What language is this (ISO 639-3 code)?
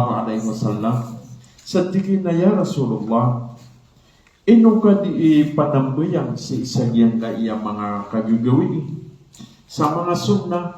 mrw